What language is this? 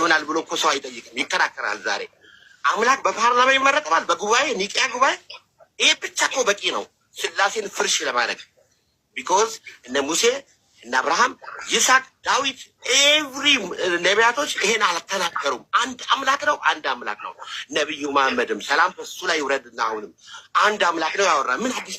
Amharic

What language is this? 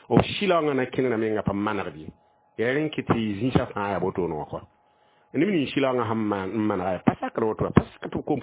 Mossi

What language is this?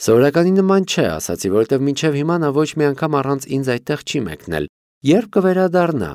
Armenian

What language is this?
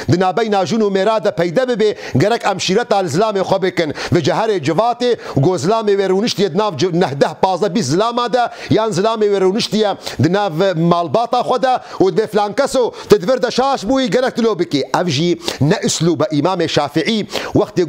Kurdish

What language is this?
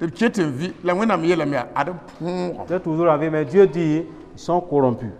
Mossi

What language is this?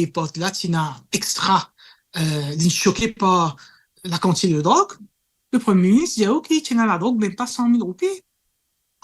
Morisyen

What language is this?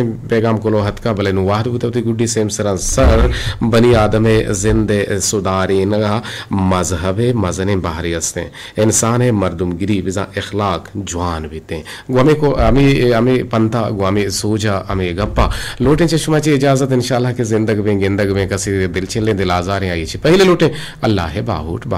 Eastern Balochi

